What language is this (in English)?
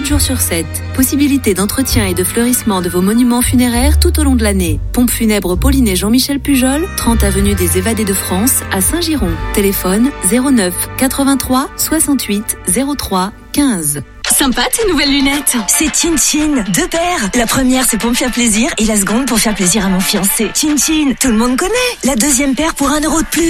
French